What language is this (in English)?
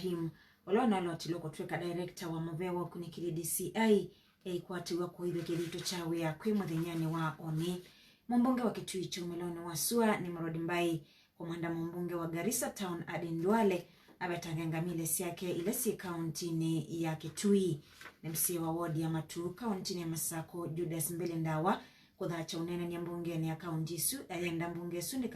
Kamba